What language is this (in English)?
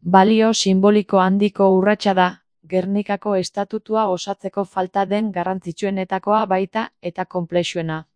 Basque